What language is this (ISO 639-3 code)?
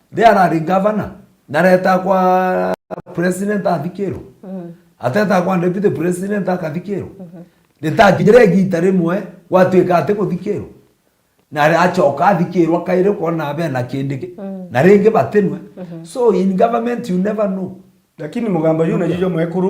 mer